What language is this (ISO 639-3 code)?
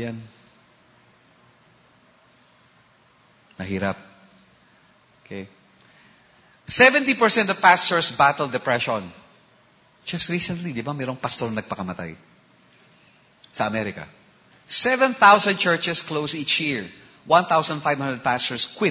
fil